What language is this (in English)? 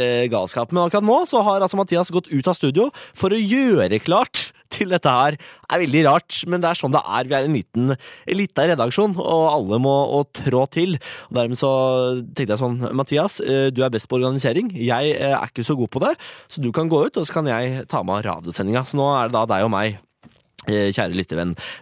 Norwegian